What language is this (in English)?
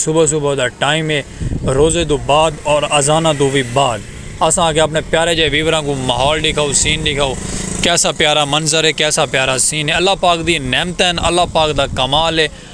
Saraiki